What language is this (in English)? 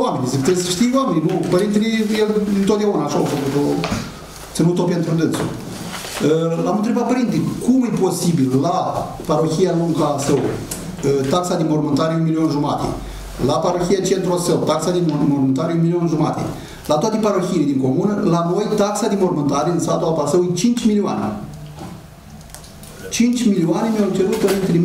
Romanian